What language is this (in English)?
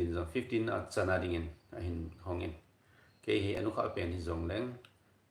Thado Chin